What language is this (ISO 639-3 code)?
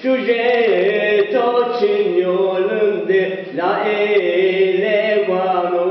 zza